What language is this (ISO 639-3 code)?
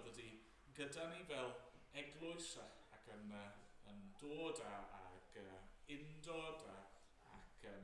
cym